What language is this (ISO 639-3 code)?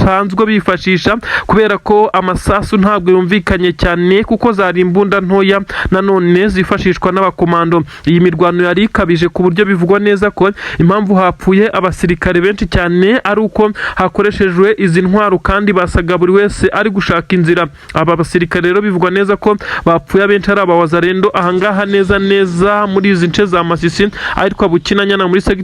kin